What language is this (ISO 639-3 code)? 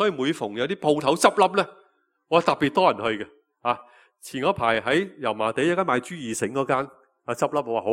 yue